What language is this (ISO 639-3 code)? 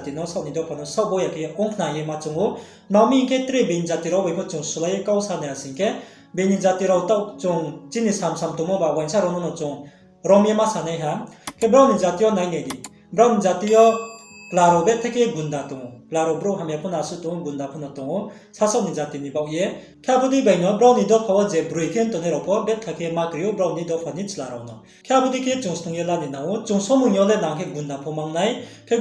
ria